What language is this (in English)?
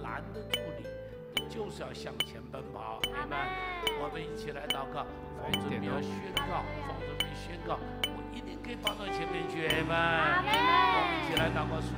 Chinese